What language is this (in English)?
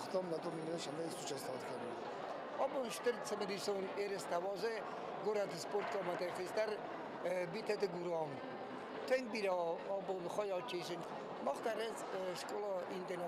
Ossetic